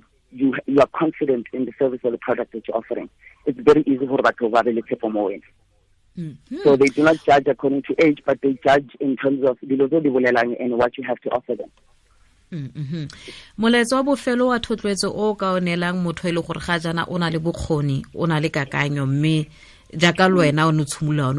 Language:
Tswana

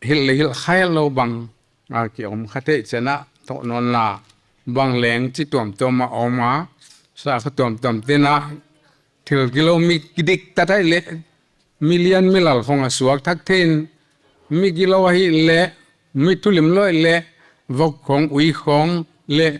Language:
Paite Chin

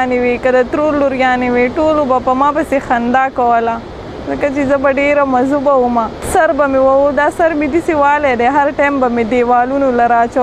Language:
Pashto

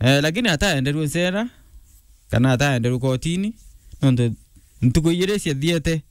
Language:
Meru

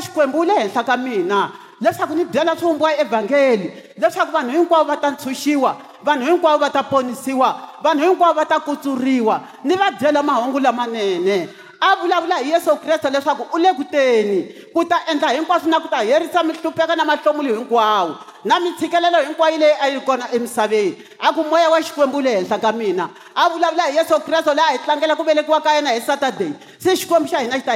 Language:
Tsonga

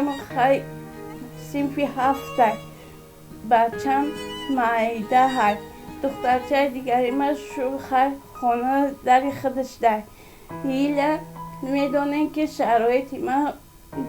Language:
Tajik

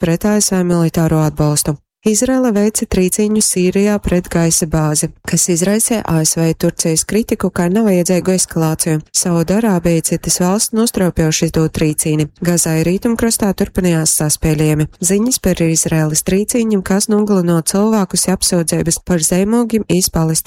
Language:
Latgalian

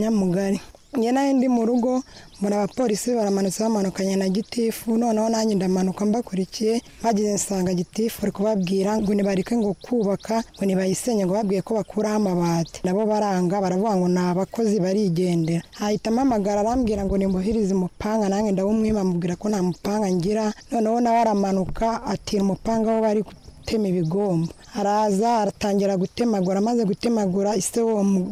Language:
Kinyarwanda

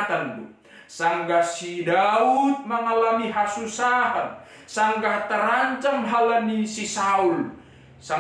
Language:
Batak Simalungun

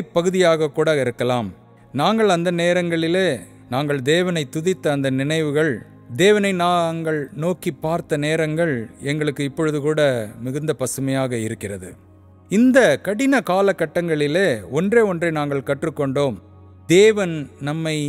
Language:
Tamil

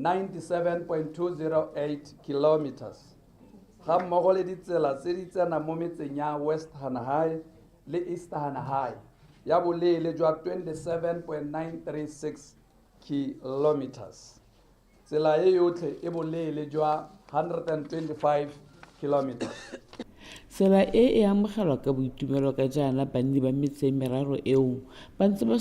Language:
Tswana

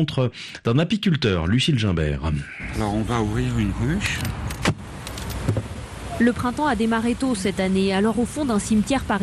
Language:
French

